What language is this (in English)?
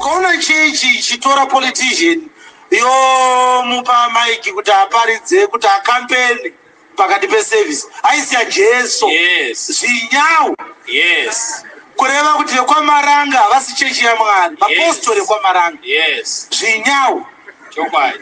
Shona